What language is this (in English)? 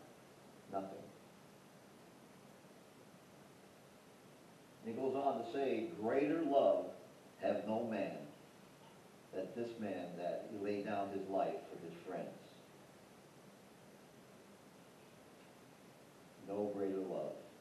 English